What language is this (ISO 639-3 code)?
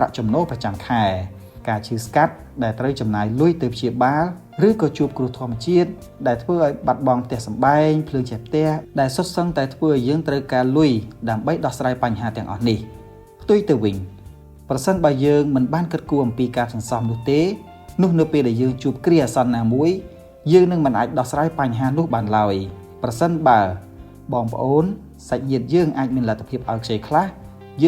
khm